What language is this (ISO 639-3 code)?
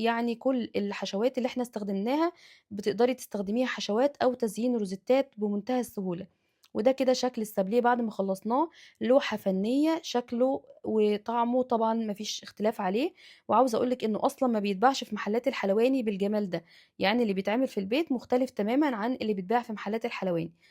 arz